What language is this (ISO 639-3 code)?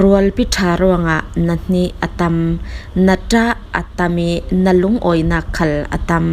cfm